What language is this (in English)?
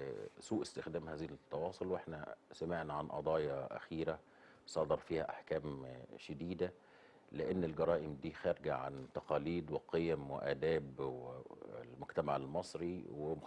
Egyptian Arabic